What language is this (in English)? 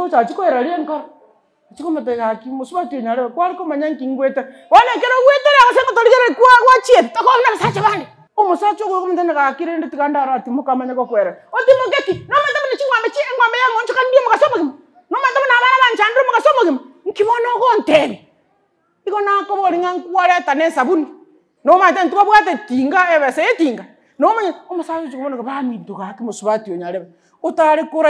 Gusii